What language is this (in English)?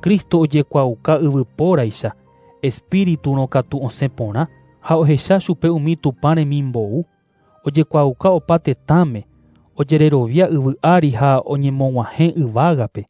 Guarani